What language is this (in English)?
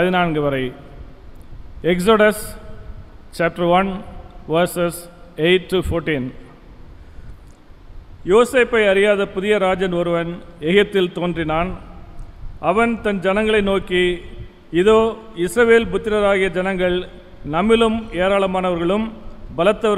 Tamil